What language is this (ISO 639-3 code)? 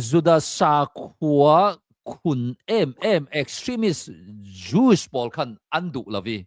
cnh